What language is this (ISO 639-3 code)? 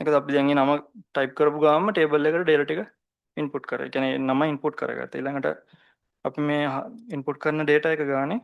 sin